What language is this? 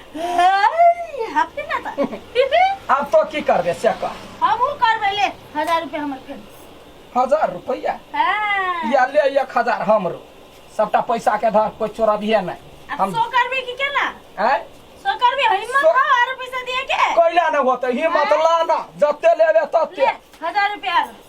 Maithili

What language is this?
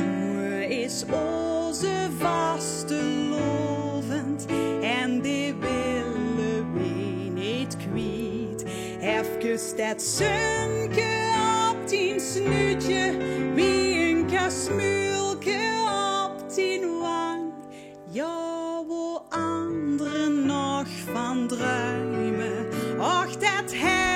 Limburgish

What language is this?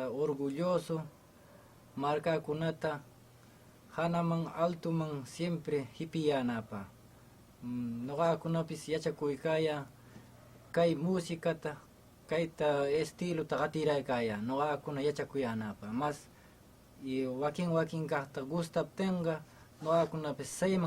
Huamalíes-Dos de Mayo Huánuco Quechua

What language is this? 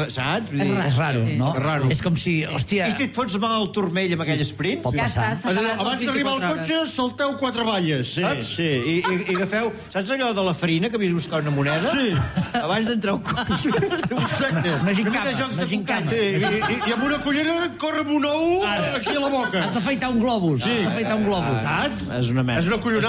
Catalan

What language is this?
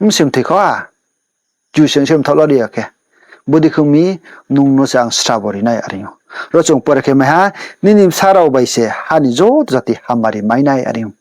Riang (India)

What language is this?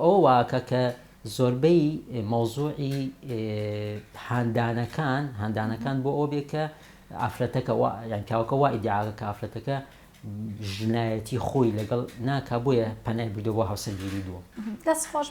Central Kurdish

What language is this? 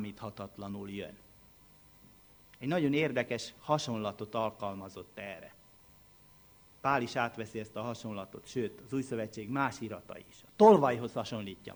Hungarian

